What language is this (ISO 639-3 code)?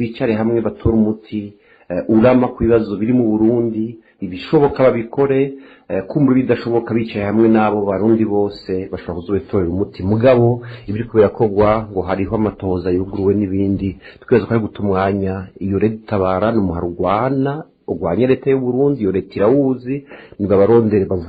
run